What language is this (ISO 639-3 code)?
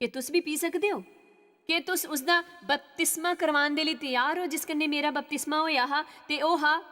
doi